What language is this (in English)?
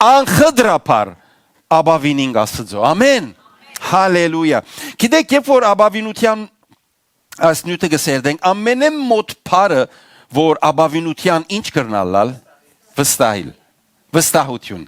Western Armenian